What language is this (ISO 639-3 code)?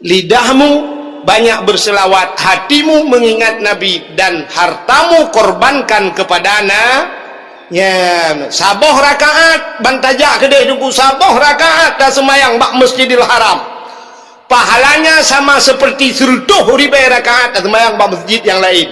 ace